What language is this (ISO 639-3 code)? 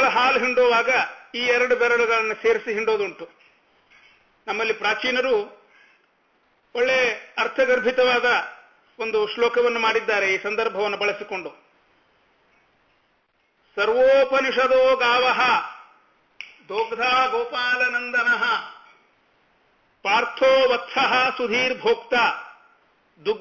kan